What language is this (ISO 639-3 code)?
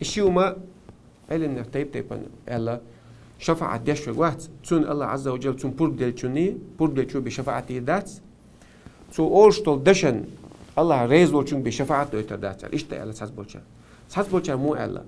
che